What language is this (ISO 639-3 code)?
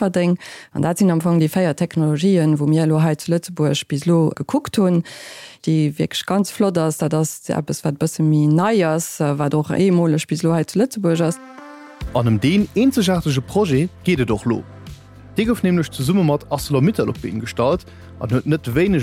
ltz